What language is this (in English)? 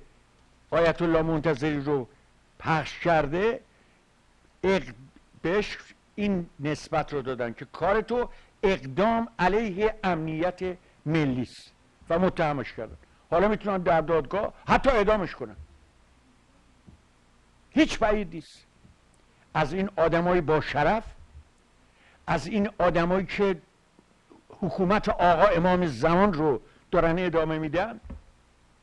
Persian